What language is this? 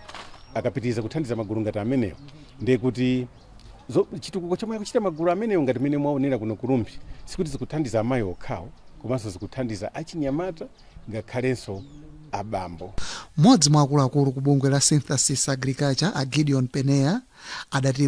Nyanja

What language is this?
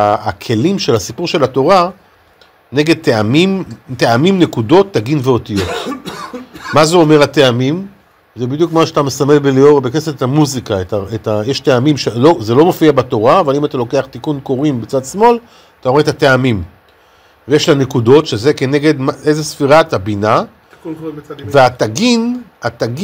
Hebrew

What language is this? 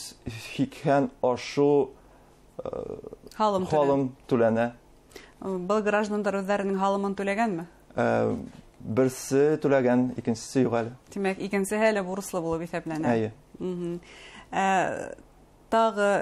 Bashkir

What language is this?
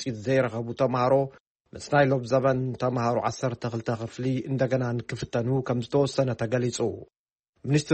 Tigrinya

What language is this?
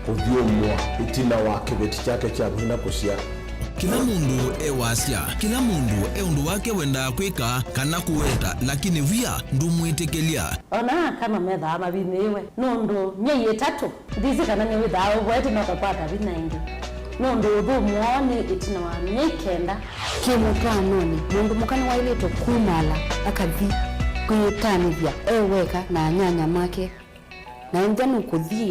Kamba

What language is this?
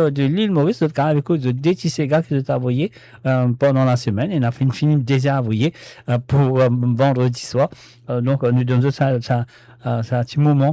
Morisyen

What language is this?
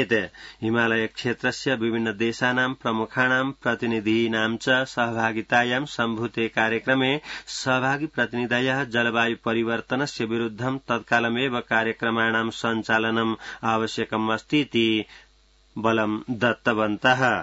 Sanskrit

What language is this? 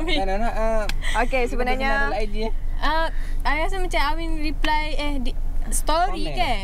Malay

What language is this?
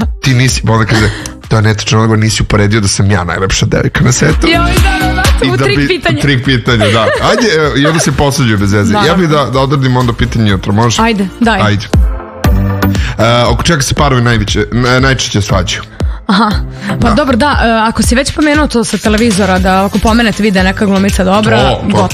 Serbian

